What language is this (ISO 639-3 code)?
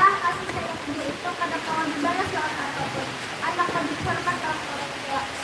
bjn